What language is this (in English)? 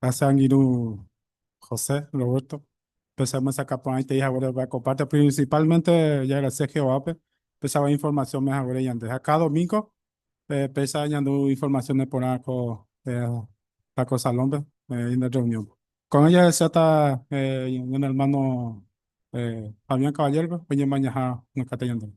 Guarani